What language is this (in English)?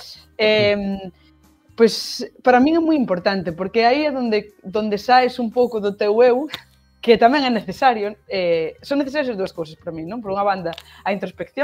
Galician